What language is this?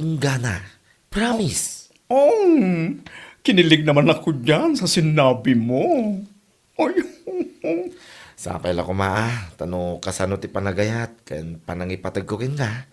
Iloko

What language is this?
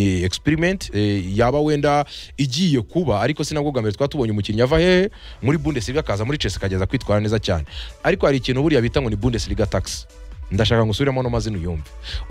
Kinyarwanda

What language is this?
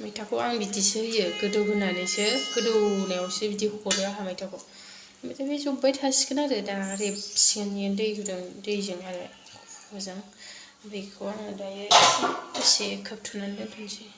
Bodo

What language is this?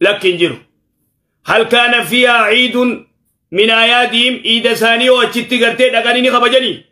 Oromo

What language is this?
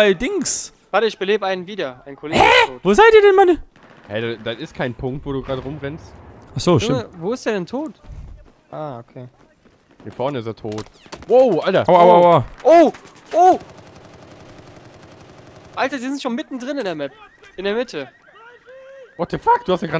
German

